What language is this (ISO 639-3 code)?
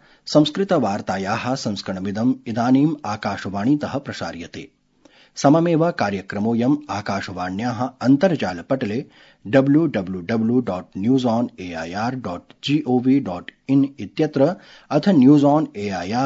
san